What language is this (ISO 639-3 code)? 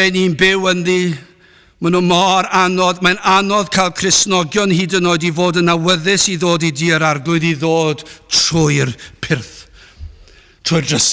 cym